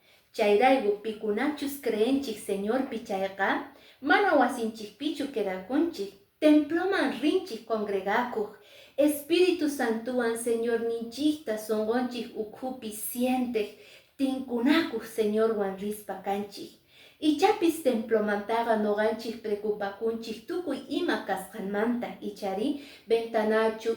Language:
Quechua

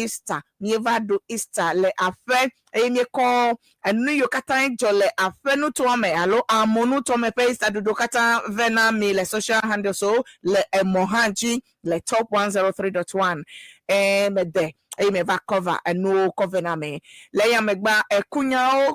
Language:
Ewe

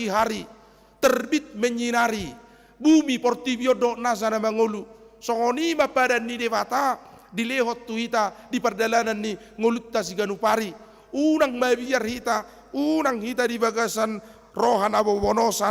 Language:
Batak Toba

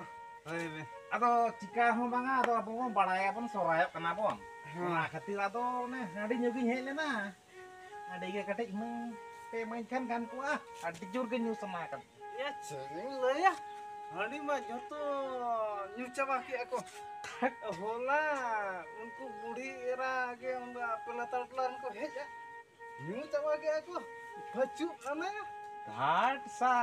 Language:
Santali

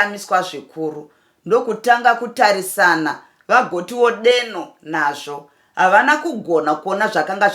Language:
Shona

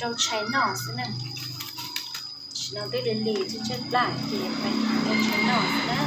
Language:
Hmong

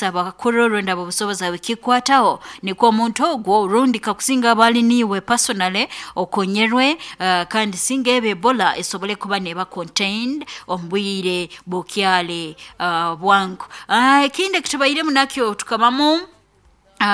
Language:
Nyoro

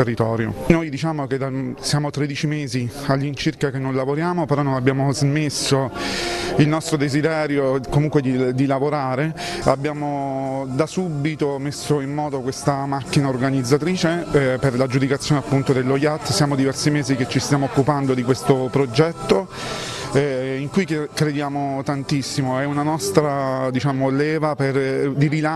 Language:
Italian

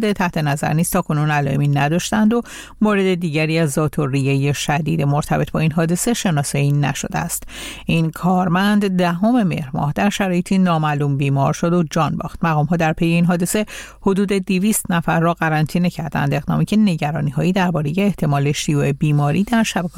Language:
Persian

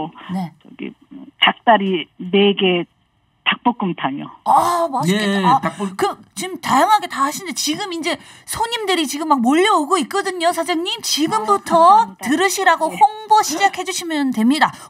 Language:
Korean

